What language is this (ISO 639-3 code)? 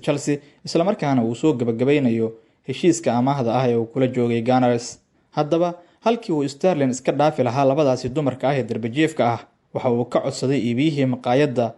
som